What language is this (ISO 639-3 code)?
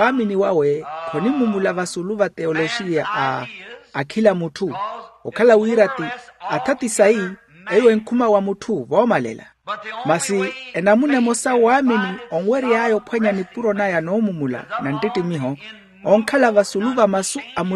vmw